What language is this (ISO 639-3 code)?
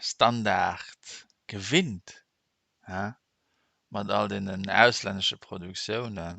ltz